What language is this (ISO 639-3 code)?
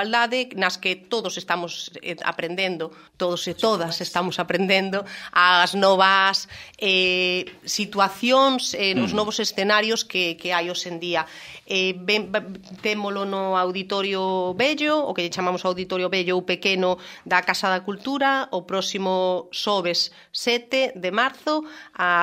glg